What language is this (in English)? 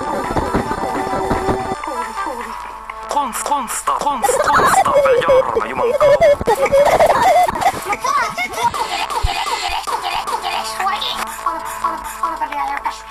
Finnish